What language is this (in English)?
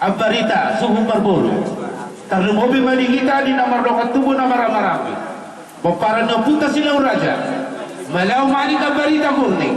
Batak Toba